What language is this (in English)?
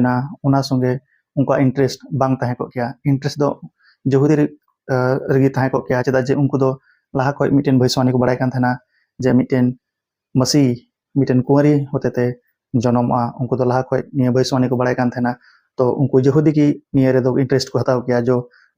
Santali